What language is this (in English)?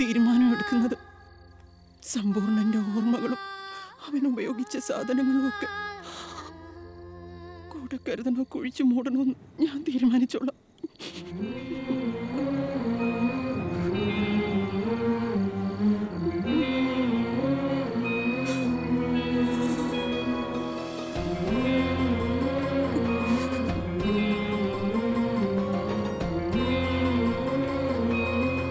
Malayalam